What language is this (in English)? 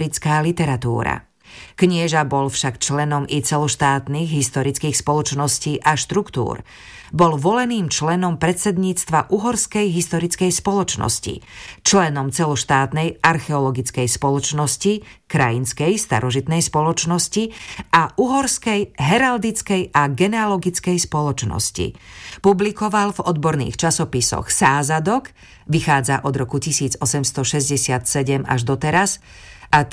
Slovak